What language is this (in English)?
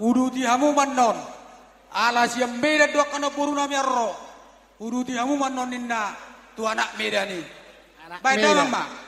Batak Toba